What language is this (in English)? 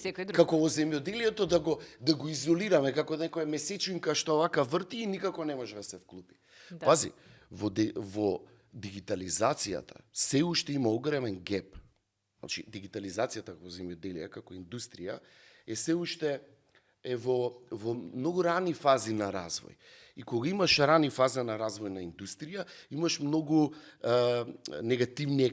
Macedonian